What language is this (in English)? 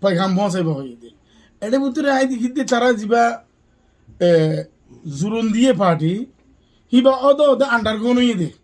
Rohingya